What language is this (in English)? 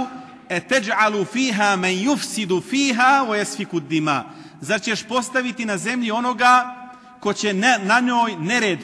Bosnian